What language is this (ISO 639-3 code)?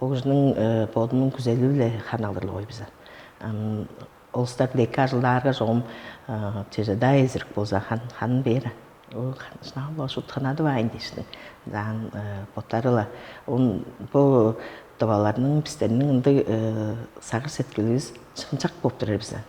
tyv